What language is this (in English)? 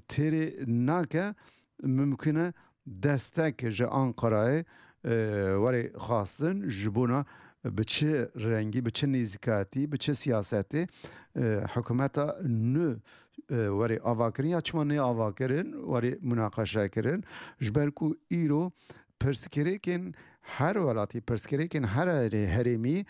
Kurdish